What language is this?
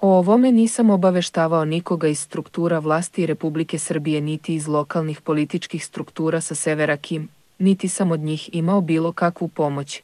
Serbian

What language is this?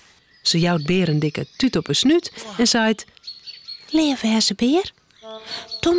Western Frisian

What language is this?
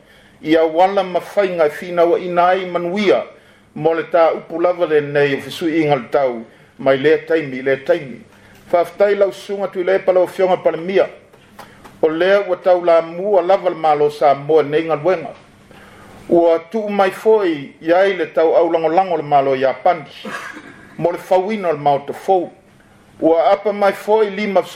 Samoan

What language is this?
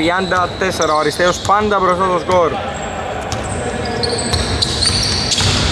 Greek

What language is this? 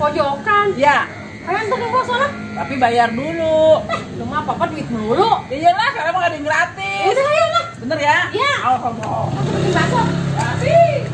Betawi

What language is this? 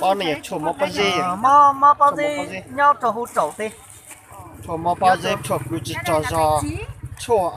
Hmong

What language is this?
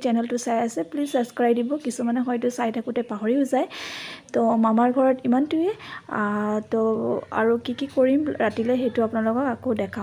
Assamese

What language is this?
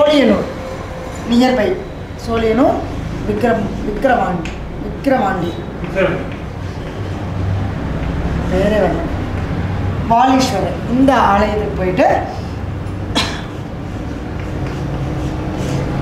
Tamil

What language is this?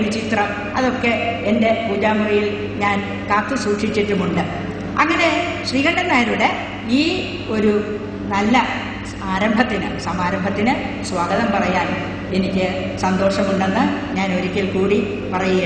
Malayalam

